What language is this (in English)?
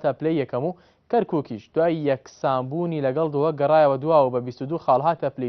Central Kurdish